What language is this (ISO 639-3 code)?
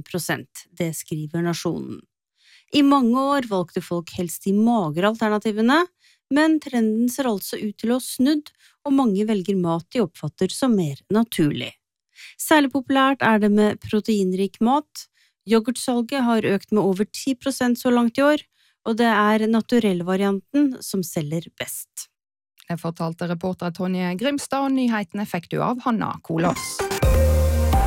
nor